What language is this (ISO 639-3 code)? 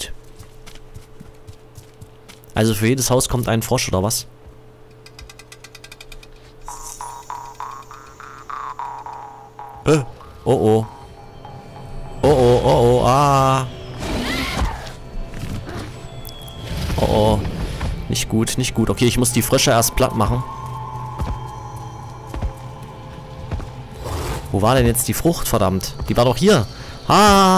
deu